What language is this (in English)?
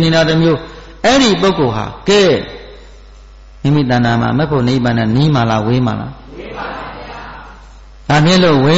Burmese